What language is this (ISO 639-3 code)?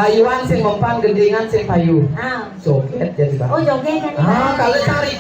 ban